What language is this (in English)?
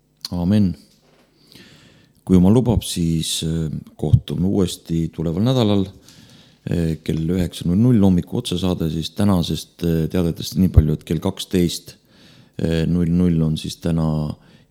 Estonian